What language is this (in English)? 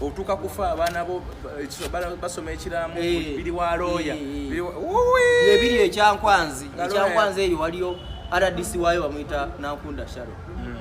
Ganda